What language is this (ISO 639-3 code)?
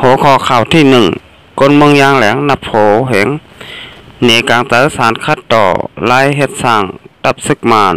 shn